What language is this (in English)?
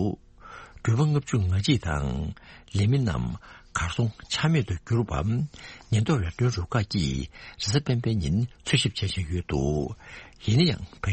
Tibetan